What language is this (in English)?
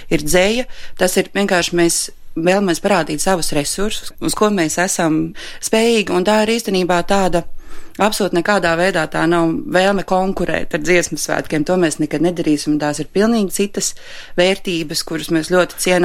Latvian